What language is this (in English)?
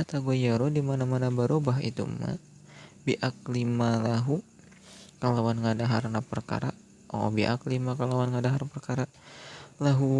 Sundanese